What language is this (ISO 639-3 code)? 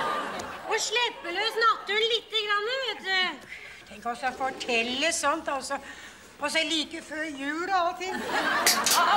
nor